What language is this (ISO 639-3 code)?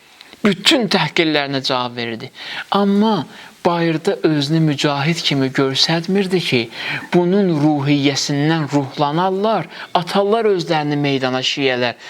aze